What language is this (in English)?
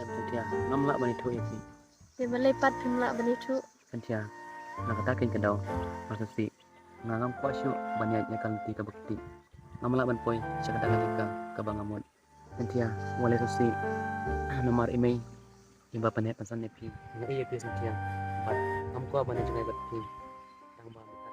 Khasi